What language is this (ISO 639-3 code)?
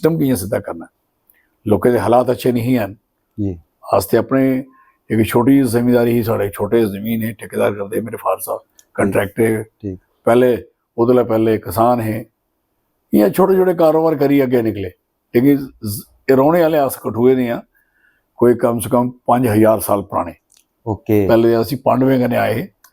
doi